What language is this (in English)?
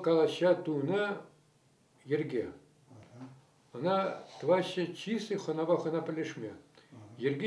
Chuvash